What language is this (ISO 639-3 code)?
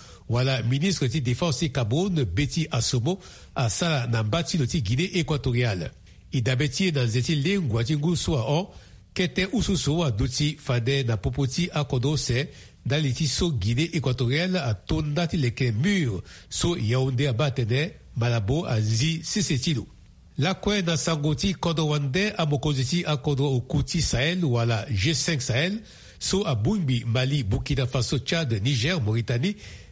sag